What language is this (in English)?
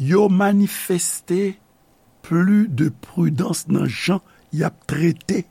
Haitian Creole